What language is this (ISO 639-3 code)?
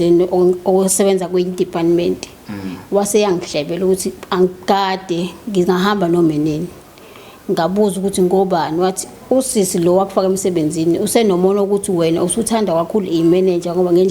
zul